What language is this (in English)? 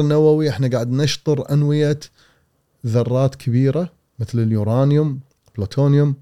Gulf Arabic